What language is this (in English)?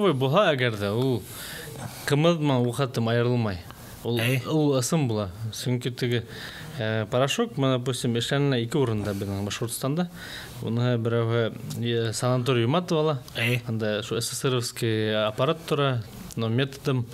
Bashkir